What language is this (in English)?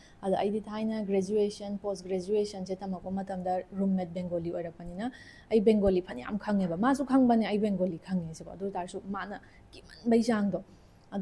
Manipuri